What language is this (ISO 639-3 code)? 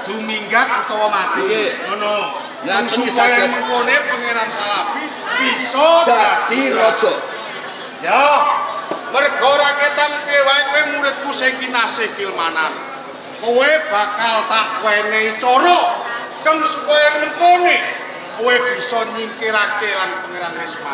jav